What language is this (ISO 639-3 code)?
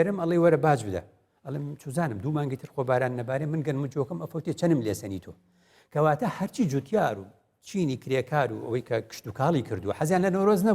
ckb